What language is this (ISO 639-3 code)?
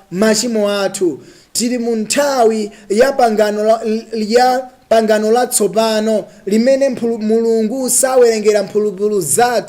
nya